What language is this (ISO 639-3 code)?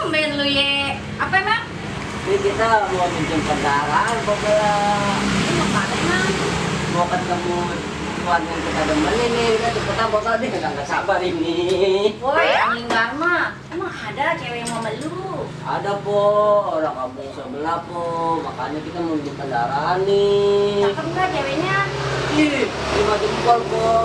bew